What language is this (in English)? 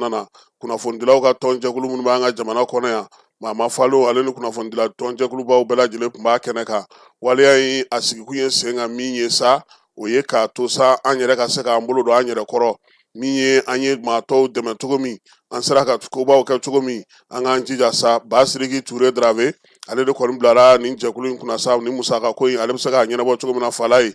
Bambara